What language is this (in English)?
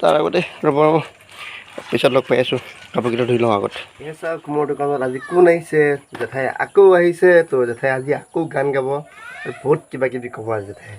Assamese